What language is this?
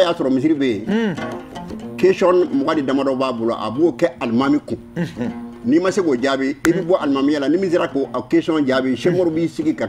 Bambara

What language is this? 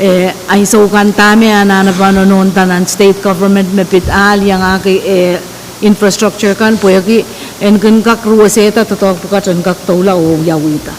Pohnpeian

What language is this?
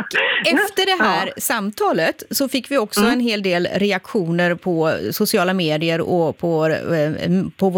Swedish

